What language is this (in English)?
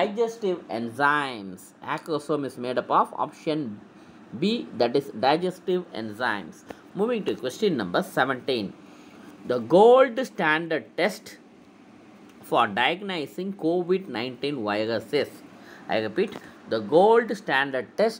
English